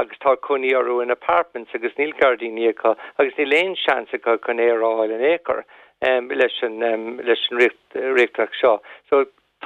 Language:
Irish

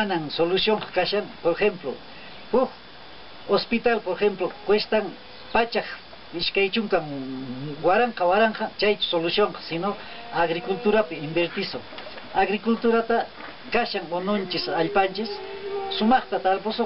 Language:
Quechua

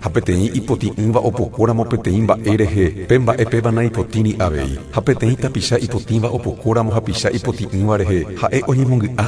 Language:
Guarani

